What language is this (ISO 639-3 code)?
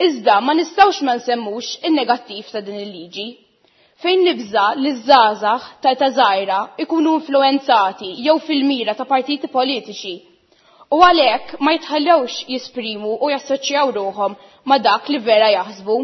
mlt